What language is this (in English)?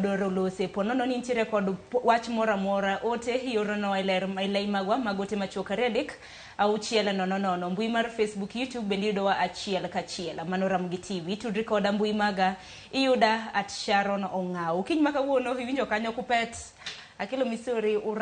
Luo (Kenya and Tanzania)